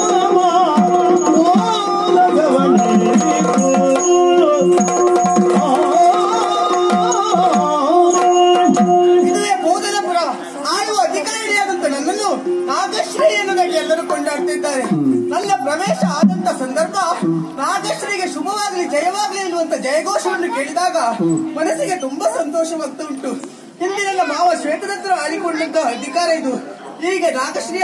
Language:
Kannada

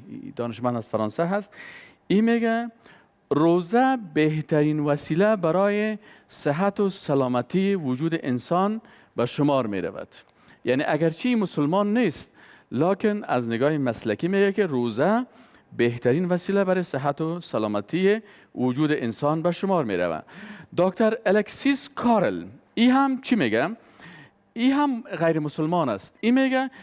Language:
Persian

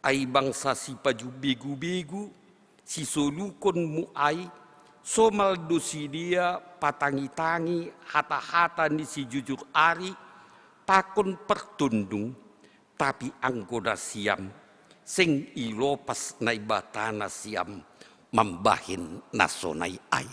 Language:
Batak Simalungun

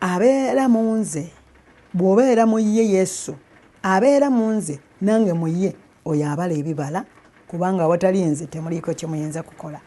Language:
Ganda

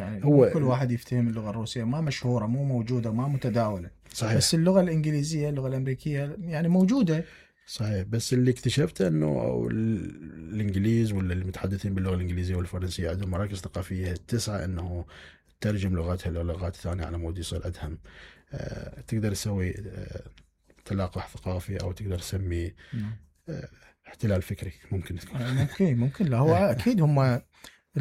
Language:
Mesopotamian Arabic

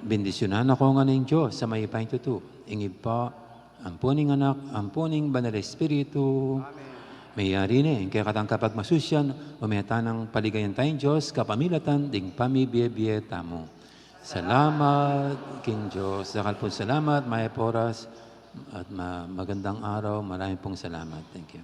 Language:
Pampanga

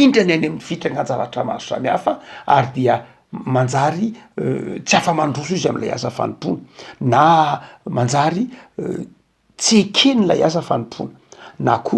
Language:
Malagasy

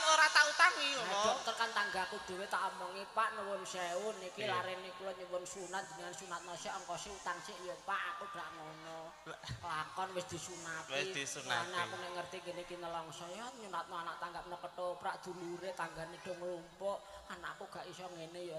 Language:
Javanese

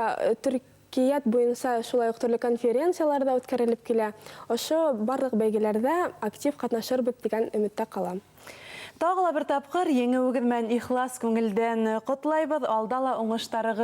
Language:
Bashkir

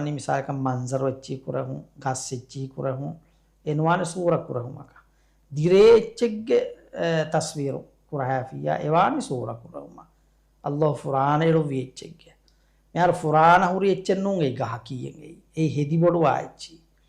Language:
Divehi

